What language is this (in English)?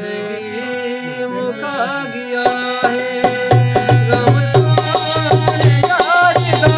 Saraiki